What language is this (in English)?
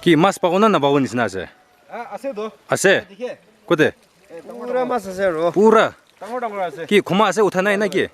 Naga Pidgin